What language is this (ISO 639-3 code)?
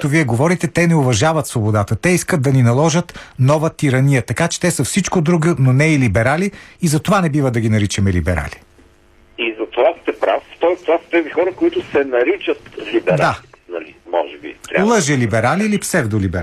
bul